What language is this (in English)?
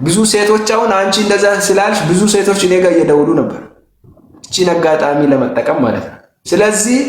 Amharic